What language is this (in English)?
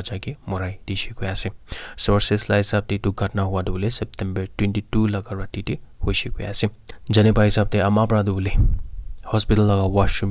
Naga Pidgin